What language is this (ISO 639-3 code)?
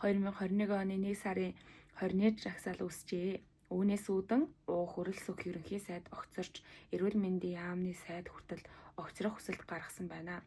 mon